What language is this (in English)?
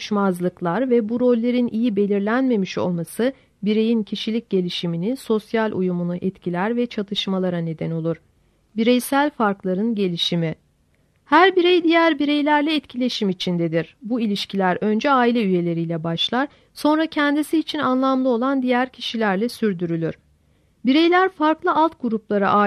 Turkish